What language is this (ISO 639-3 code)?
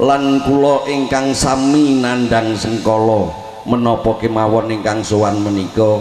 jav